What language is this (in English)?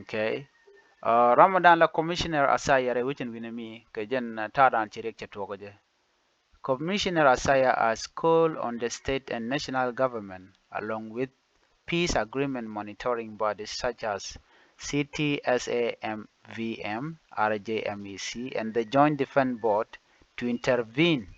Nuer